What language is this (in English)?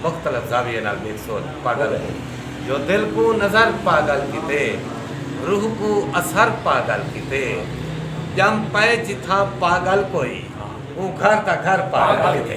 Saraiki